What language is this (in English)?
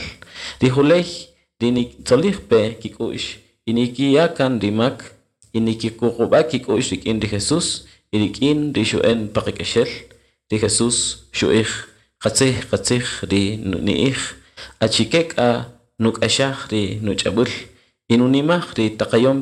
Kaqchikel